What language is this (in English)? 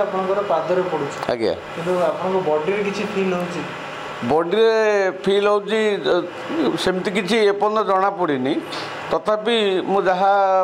Odia